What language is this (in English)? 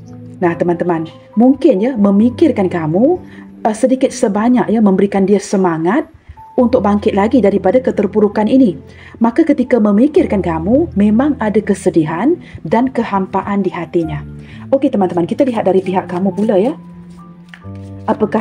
Malay